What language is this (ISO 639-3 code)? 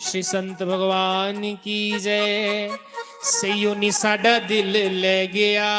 doi